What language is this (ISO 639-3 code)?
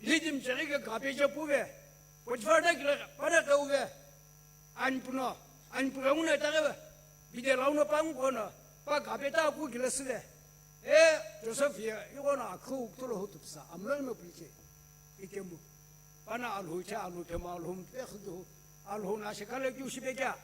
nsm